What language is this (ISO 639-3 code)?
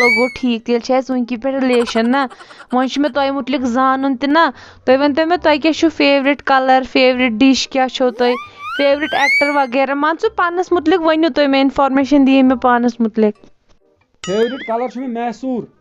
kas